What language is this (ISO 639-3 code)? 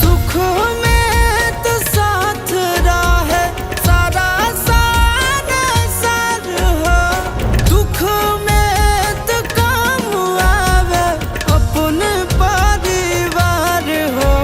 mag